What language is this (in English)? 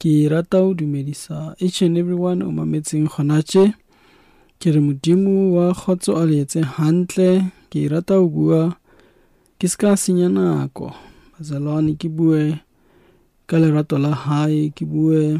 Southern Sotho